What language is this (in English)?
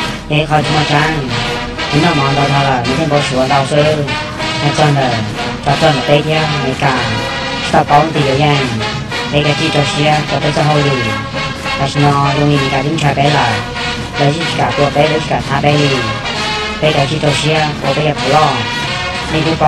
Hmong